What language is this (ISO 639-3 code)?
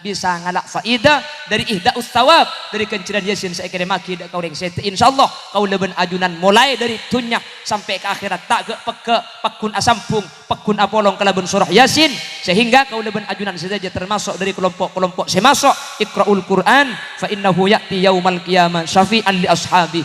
mad